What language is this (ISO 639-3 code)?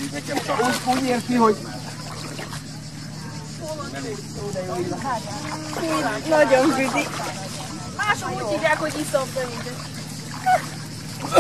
hun